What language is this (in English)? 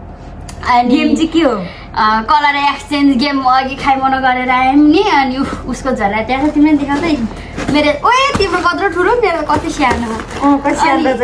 Nepali